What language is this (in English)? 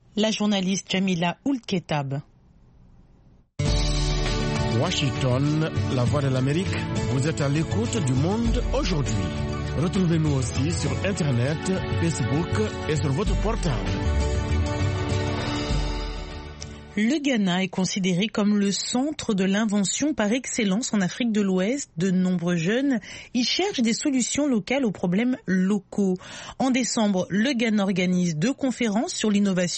French